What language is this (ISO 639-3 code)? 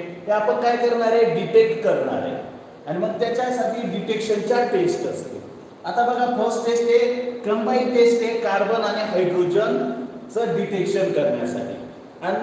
mar